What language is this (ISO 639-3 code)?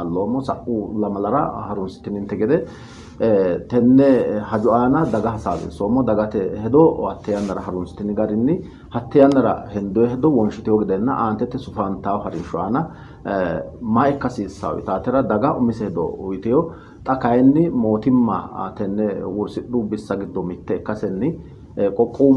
sid